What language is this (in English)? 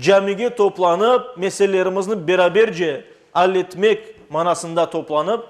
Crimean Tatar